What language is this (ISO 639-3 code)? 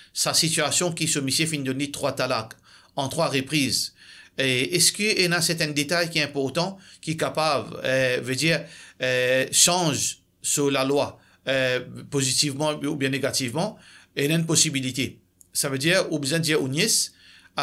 mfe